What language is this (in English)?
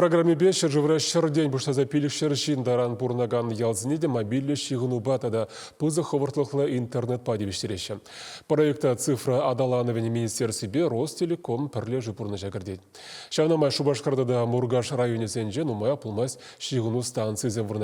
Chuvash